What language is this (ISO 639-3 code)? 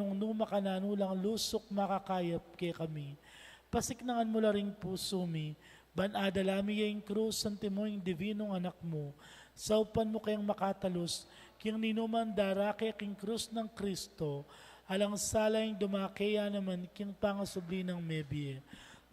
pam